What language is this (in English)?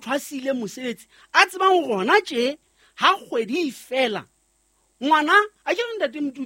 Southern Sotho